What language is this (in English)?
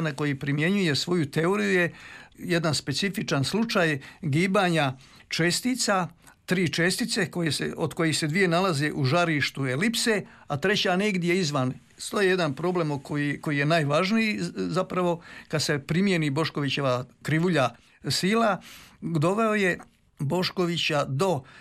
Croatian